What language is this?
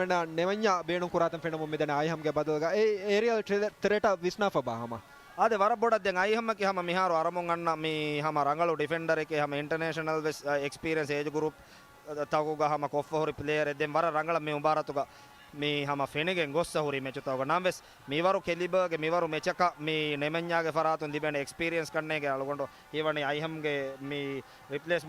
Divehi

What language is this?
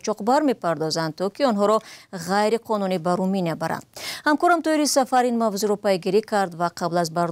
Tajik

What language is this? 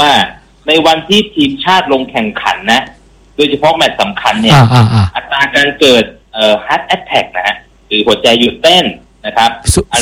Thai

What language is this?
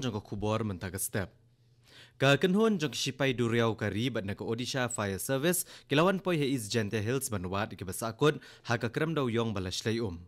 Khasi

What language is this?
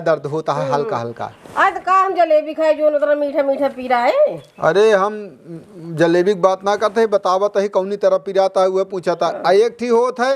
Awadhi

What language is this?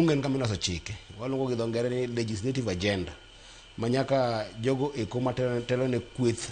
Luo (Kenya and Tanzania)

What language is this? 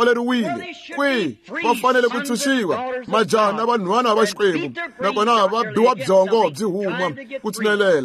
Tsonga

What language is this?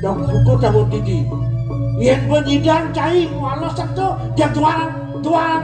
Balinese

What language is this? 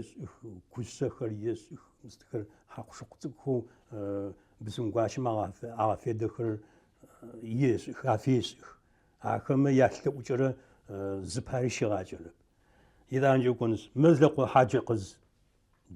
Adyghe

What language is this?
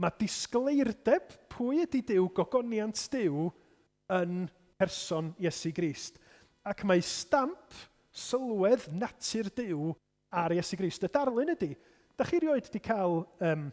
Welsh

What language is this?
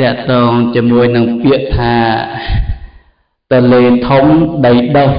Khmer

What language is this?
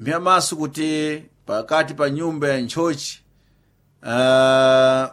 Sena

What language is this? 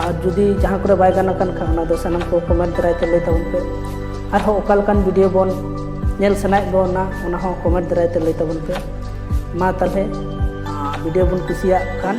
Santali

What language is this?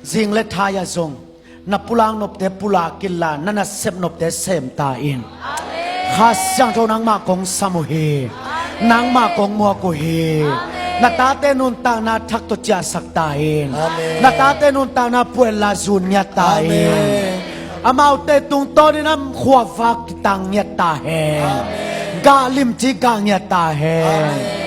Tedim Chin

